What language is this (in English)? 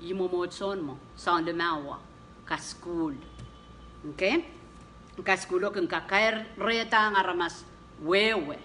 Pohnpeian